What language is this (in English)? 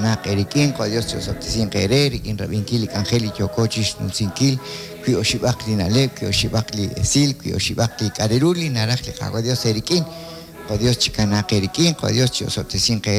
Kekchí